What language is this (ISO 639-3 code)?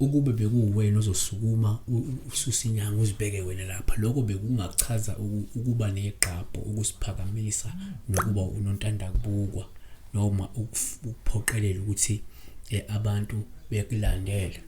zul